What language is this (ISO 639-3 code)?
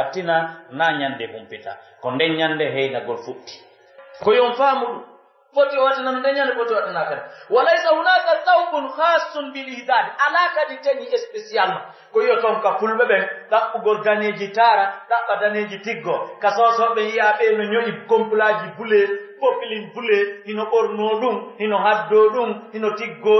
fuf